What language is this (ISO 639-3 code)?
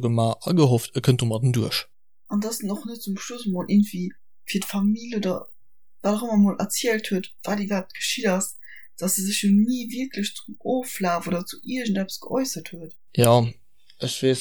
ltz